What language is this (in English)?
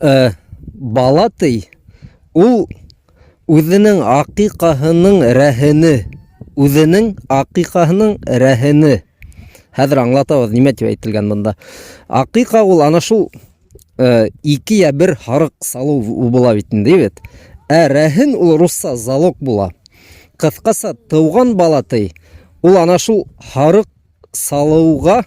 Bashkir